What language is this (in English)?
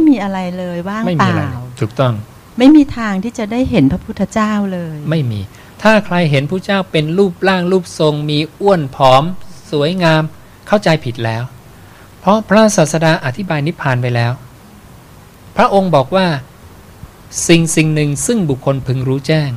Thai